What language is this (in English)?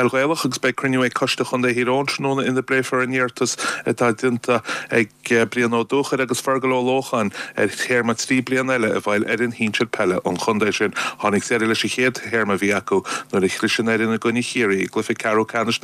Irish